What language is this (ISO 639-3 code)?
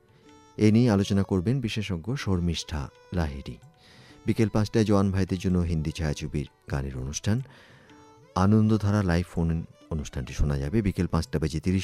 ben